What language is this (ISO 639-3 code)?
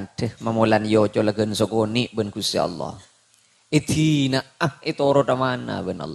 mad